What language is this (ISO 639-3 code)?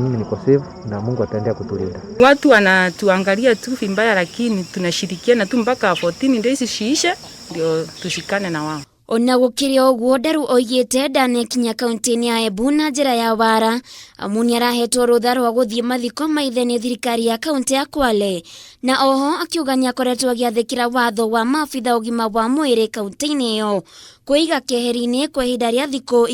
kik